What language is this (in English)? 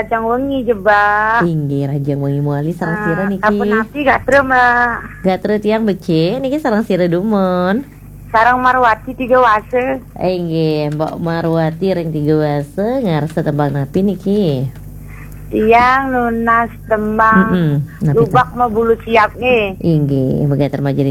Balinese